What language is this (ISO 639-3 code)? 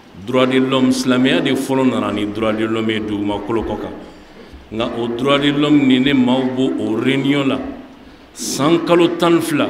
bam